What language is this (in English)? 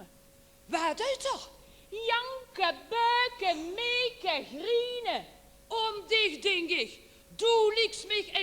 Limburgish